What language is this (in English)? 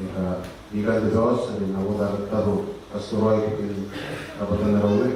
Gilbertese